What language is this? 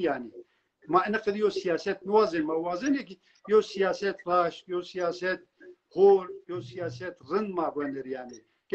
Zaza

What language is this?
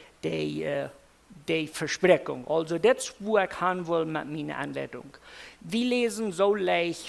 Plautdietsch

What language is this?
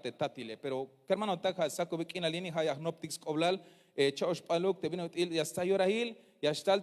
Tzeltal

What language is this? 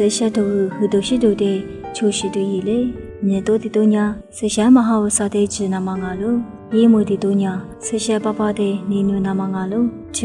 Lisu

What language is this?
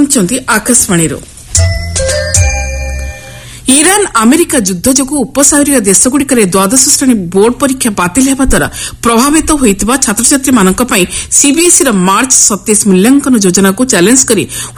Odia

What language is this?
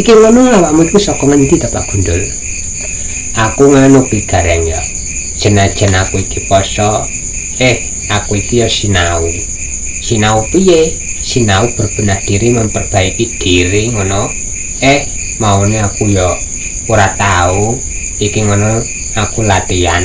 Javanese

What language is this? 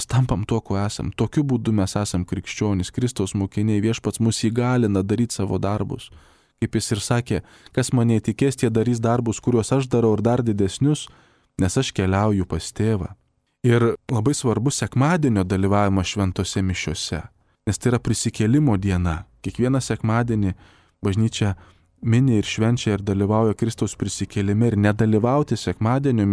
Lithuanian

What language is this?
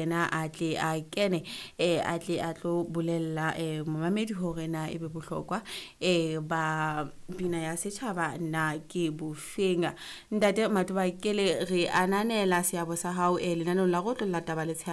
Southern Sotho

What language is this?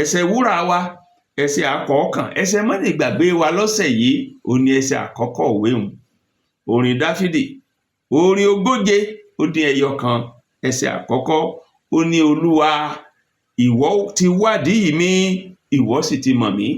Yoruba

